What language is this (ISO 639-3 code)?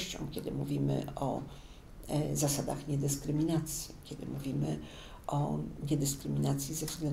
pol